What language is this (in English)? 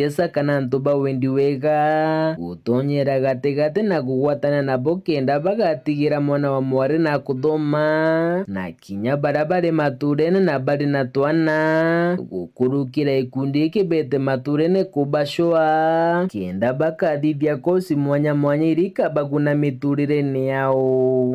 Meru